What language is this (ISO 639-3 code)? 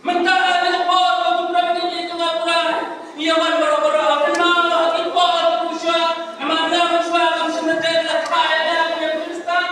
kha